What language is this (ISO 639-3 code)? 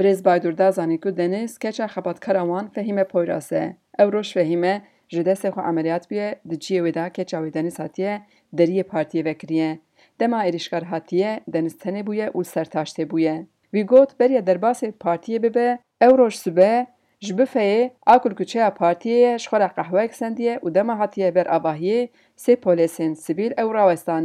kur